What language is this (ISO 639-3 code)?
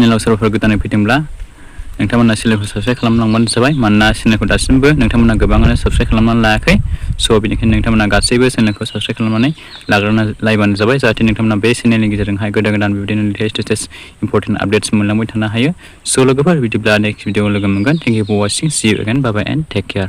brx